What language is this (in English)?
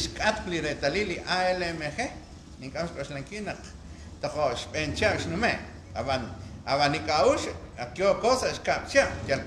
Kekchí